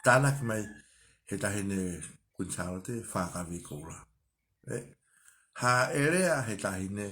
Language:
Tongan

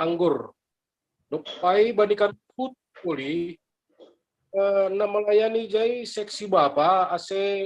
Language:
Batak Simalungun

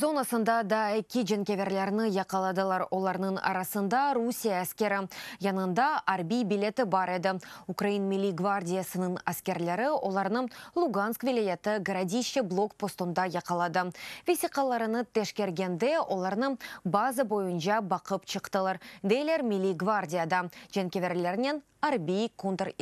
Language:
Crimean Tatar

